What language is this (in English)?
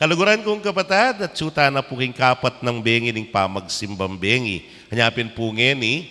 Pampanga